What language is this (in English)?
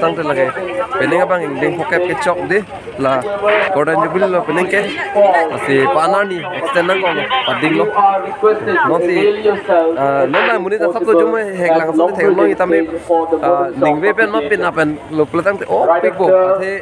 Karbi